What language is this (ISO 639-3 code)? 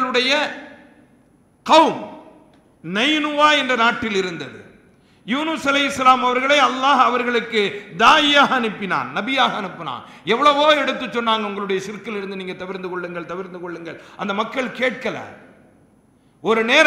tam